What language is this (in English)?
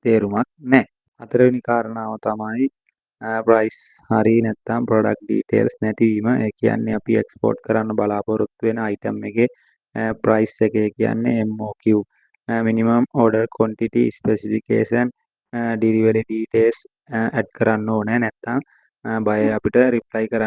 Sinhala